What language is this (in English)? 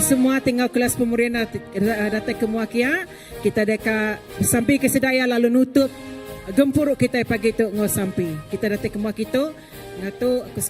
Iban